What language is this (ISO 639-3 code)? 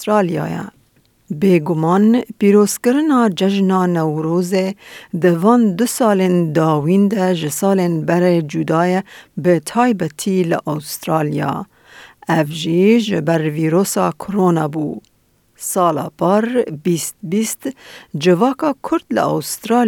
kur